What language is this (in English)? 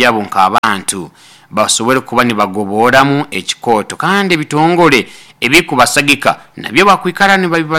Nyoro